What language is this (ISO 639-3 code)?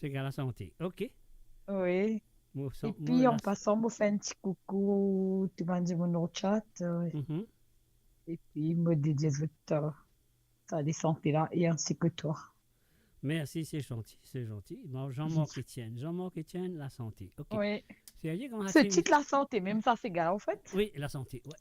mfe